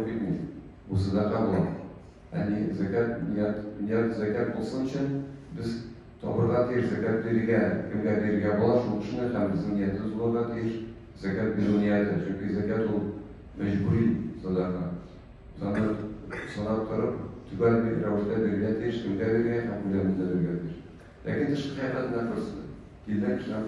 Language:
Tatar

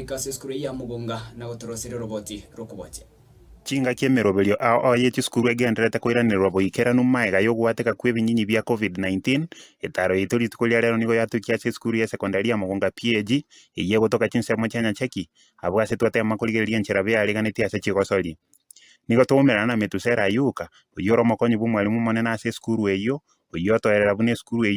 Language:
Gusii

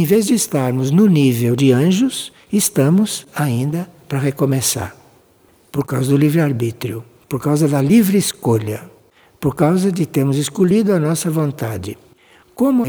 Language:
Portuguese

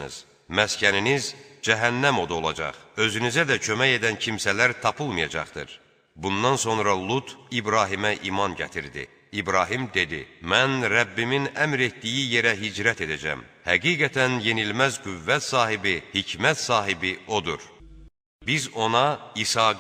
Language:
Azerbaijani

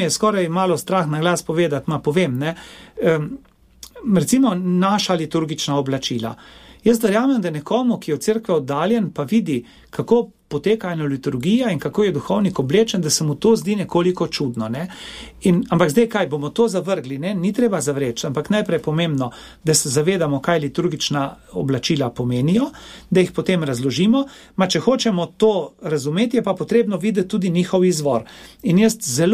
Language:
Slovenian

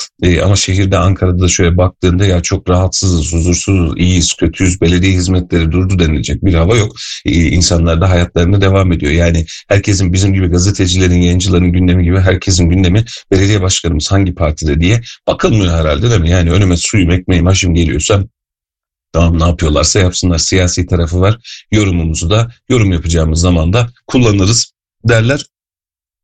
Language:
Turkish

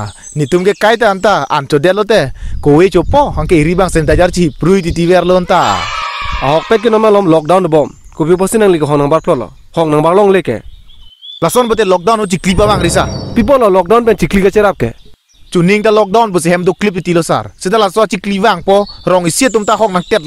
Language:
Karbi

